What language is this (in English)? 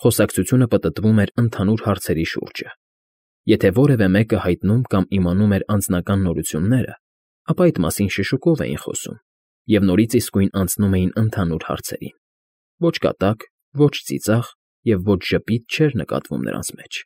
Armenian